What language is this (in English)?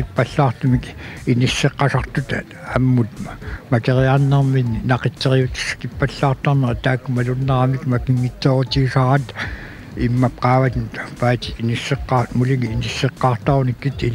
Kalaallisut